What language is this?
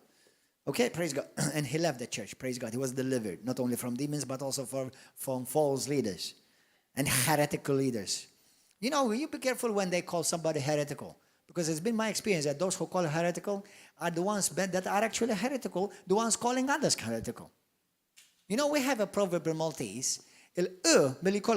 English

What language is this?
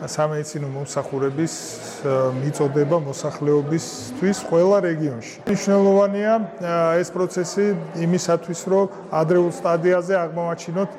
Georgian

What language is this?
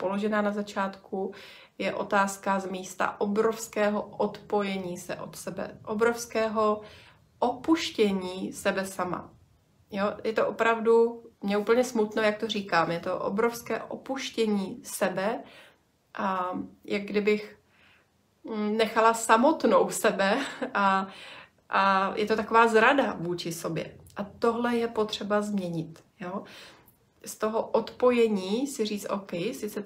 Czech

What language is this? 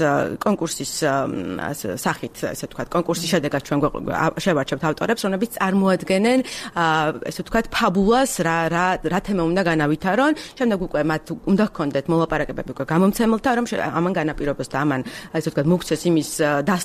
Georgian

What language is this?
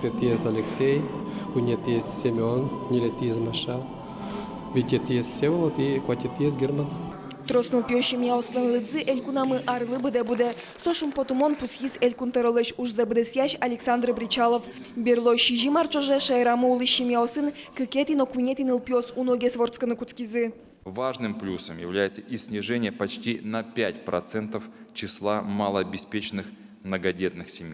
Udmurt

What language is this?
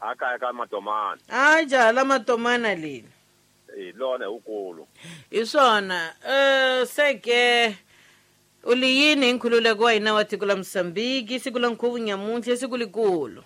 Tsonga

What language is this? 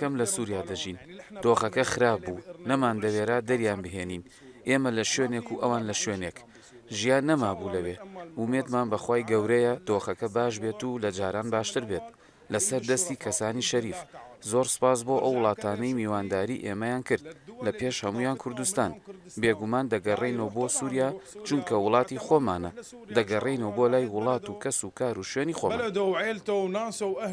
Central Kurdish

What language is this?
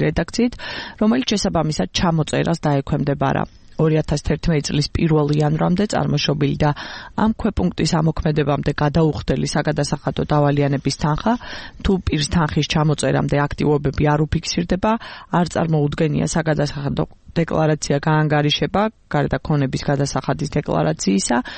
Georgian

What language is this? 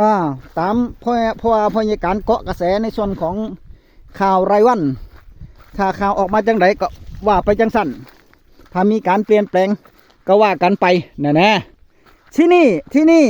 Northeastern Thai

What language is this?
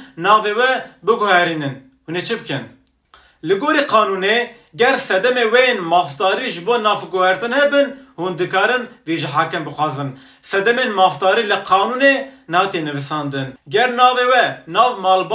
Kurdish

